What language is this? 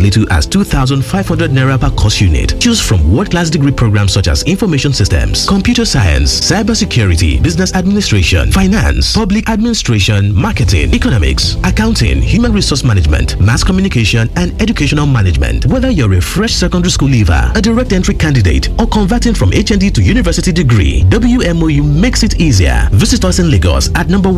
English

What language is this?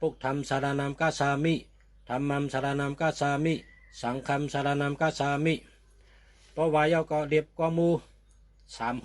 Shan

